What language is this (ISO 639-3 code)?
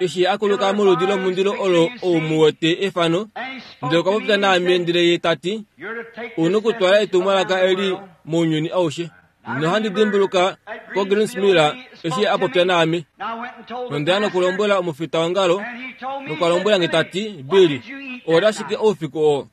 kua